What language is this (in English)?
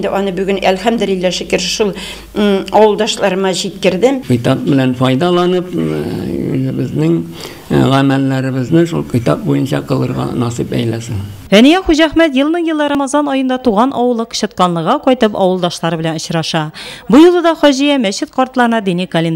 Tatar